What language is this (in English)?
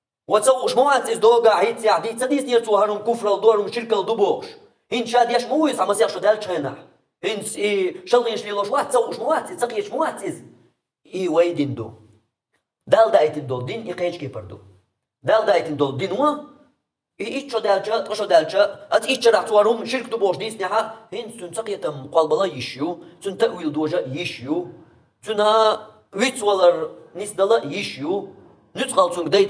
Chechen